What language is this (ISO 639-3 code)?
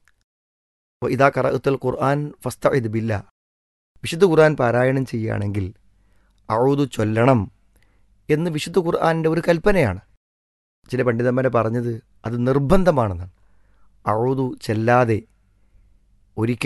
mal